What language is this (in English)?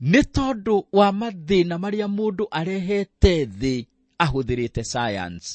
Kikuyu